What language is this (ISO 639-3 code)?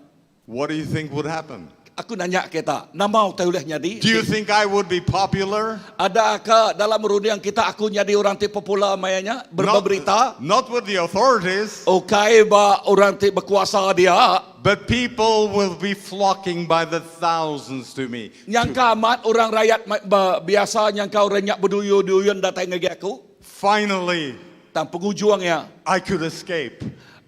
iba